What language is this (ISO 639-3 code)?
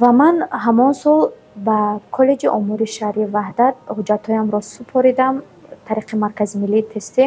tgk